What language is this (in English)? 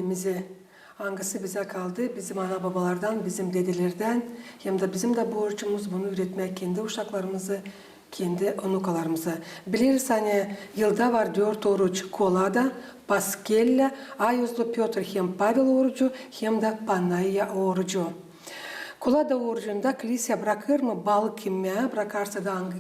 Gagauz